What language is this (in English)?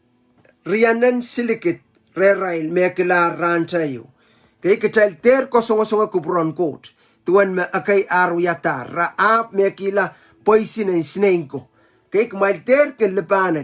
Pohnpeian